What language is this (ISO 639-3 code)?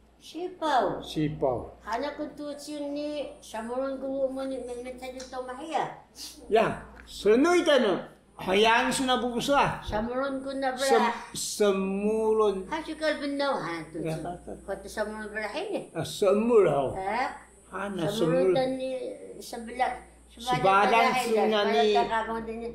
trv